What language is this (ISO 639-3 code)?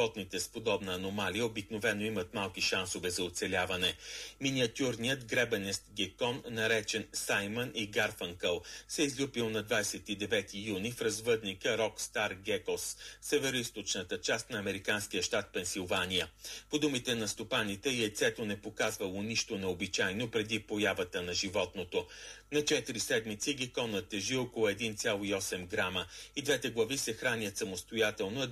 bul